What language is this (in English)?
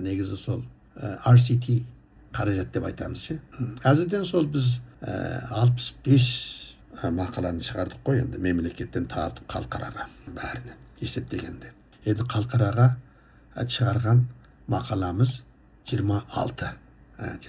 Kazakh